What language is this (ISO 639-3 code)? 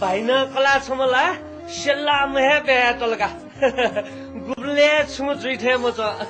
new